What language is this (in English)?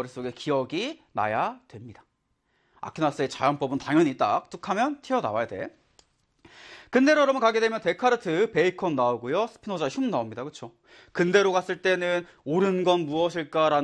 Korean